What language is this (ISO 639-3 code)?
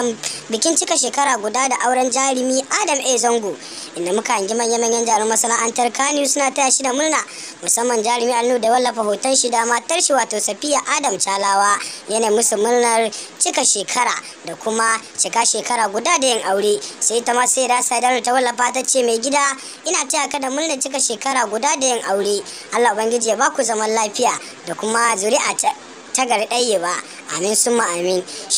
hau